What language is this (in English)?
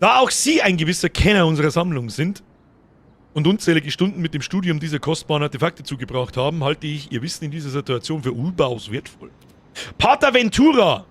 Bavarian